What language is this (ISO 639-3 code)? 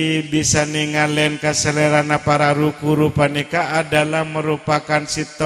mad